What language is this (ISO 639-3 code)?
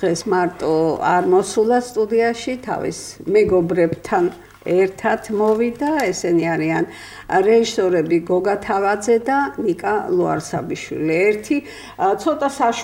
kat